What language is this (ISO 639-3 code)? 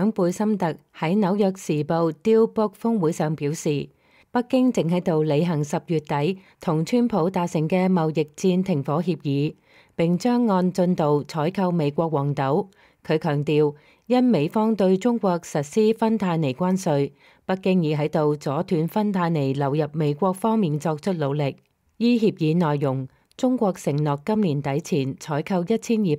yue